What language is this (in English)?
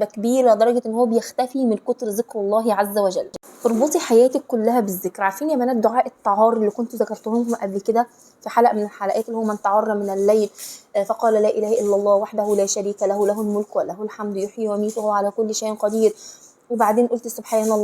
Egyptian Arabic